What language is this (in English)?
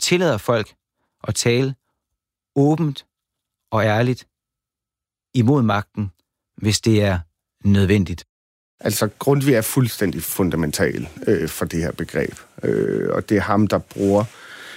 Danish